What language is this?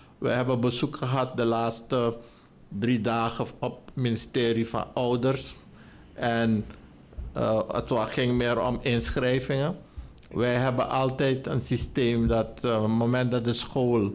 Dutch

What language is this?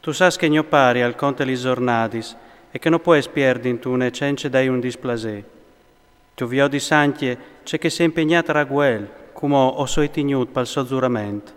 Friulian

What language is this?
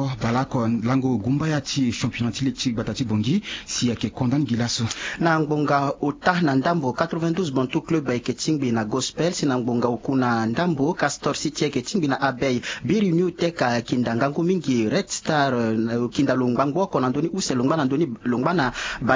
Sango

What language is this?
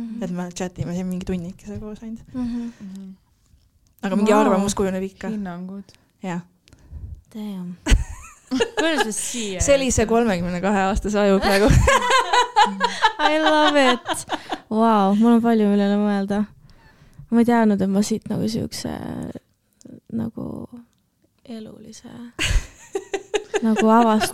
Estonian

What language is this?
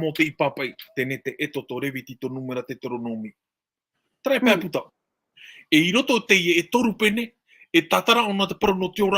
Tahitian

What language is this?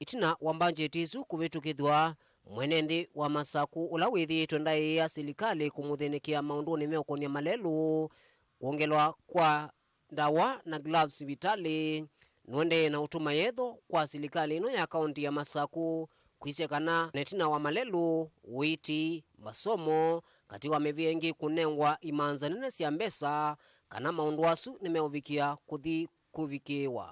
Kamba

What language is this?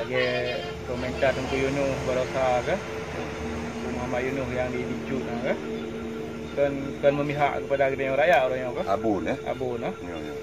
Achinese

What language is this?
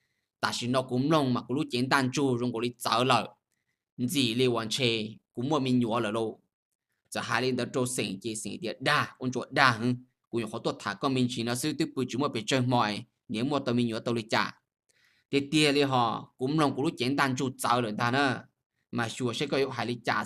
Hmong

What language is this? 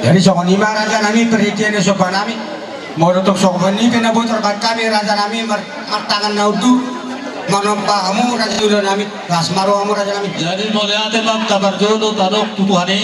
Batak Toba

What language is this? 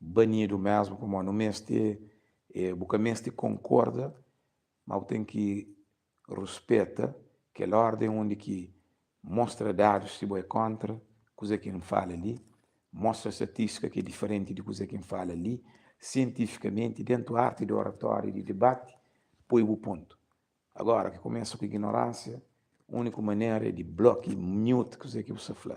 Kabuverdianu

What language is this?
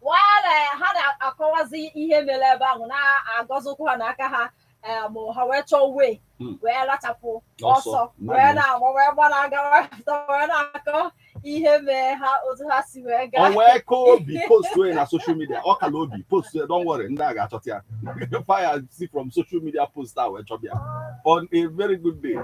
Igbo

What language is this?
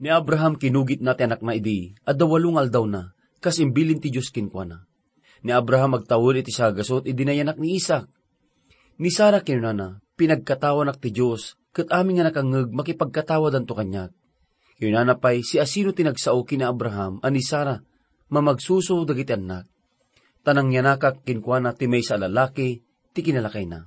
Iloko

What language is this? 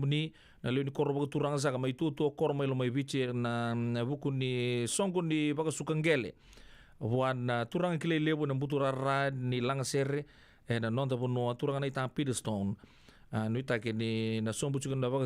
Fijian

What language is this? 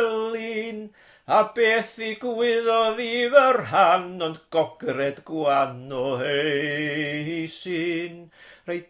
Welsh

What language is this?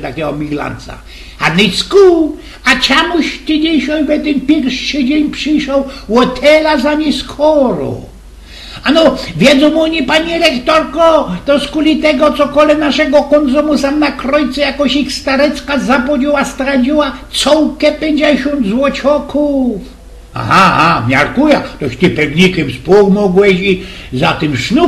Silesian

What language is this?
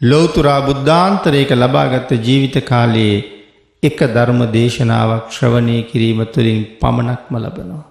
Sinhala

